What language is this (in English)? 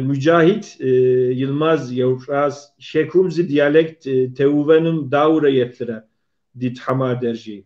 Kabardian